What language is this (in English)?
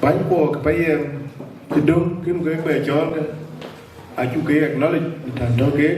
Dinka